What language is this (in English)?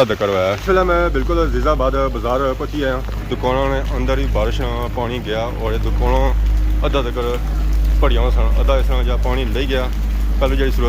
Pahari-Potwari